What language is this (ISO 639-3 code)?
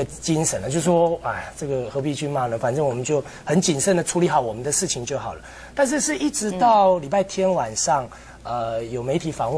zho